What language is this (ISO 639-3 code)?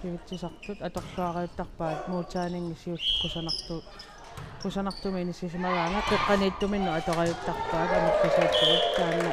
kal